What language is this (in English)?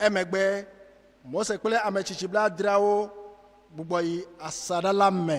Ewe